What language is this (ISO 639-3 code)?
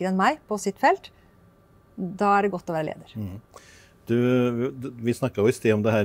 nor